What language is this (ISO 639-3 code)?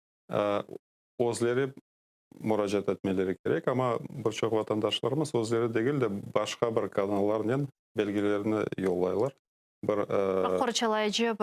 crh